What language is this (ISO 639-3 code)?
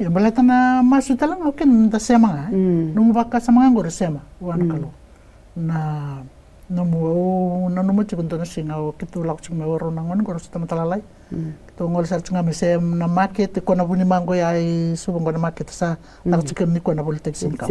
fij